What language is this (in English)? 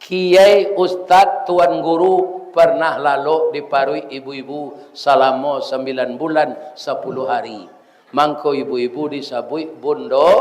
Minangkabau